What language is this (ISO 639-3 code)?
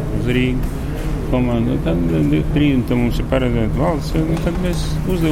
lav